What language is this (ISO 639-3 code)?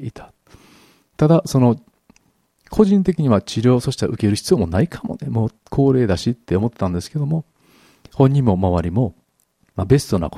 jpn